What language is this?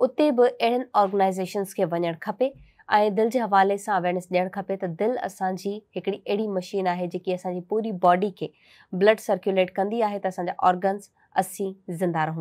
Sindhi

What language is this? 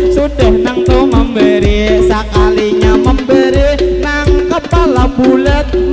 Banjar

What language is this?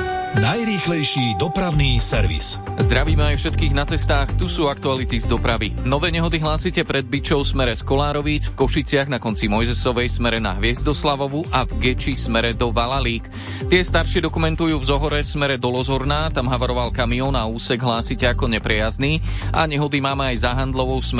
Slovak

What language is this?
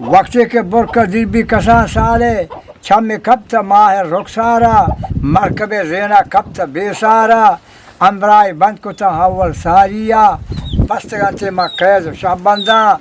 Eastern Balochi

